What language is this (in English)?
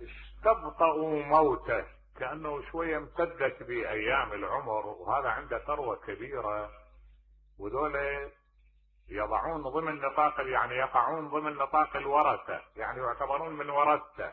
Mesopotamian Arabic